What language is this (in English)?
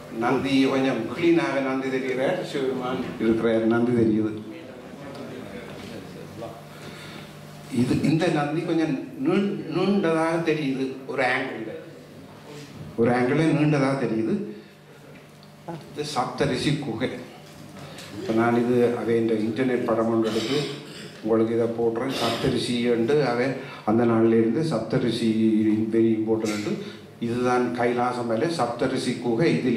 Tamil